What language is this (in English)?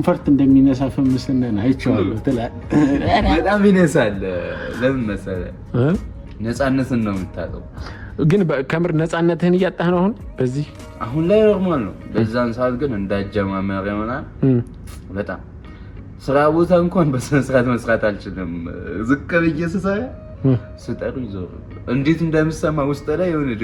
Amharic